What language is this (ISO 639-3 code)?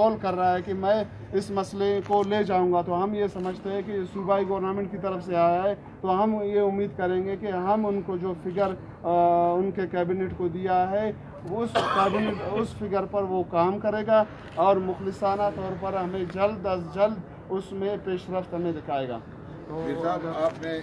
urd